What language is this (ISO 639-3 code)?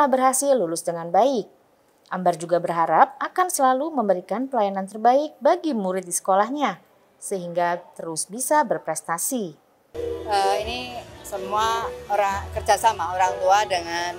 ind